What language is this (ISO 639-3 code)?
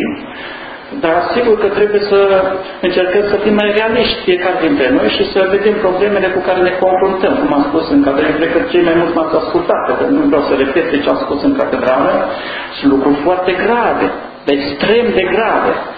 ron